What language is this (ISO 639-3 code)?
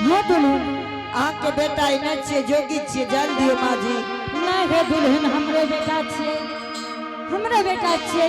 anp